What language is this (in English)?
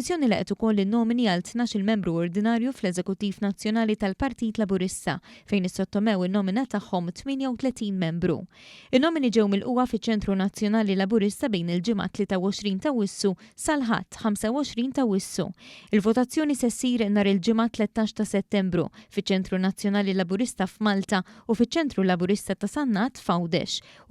Maltese